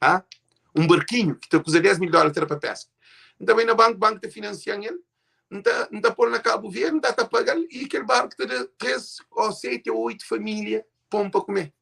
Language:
Kabuverdianu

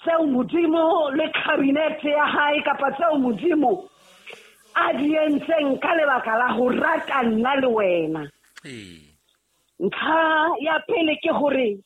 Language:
Southern Sotho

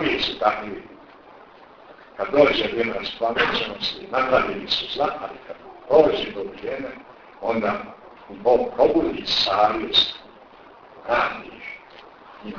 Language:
Bosnian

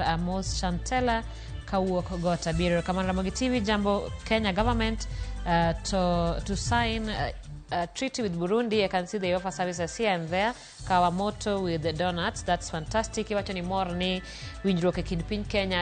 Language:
Luo (Kenya and Tanzania)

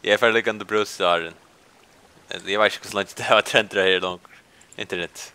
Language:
Faroese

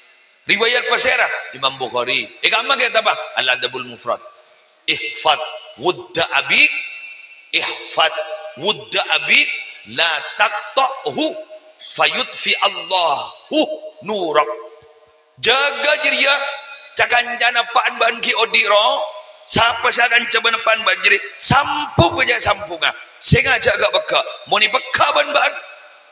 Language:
Madurese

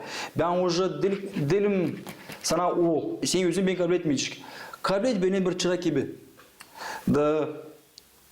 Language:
Gagauz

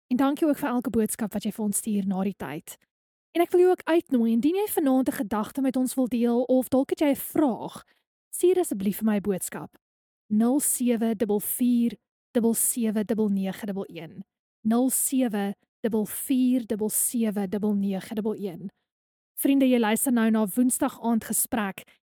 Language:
Afrikaans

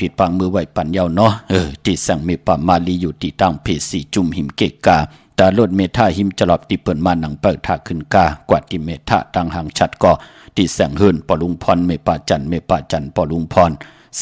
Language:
Shan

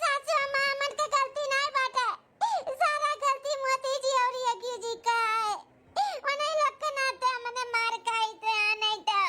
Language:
Awadhi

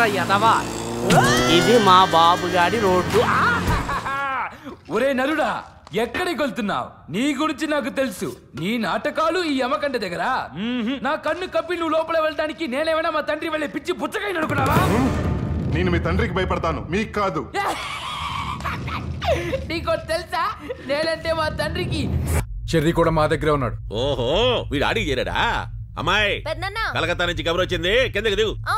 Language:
Telugu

